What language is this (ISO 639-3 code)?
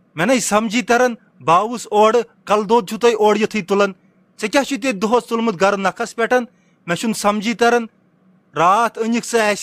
kas